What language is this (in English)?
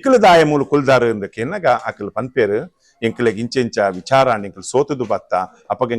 Tulu